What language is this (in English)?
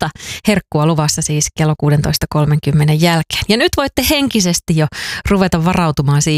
Finnish